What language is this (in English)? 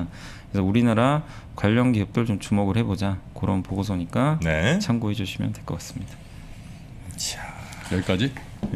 Korean